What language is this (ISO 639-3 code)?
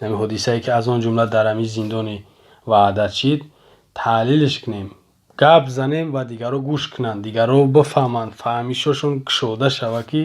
tgk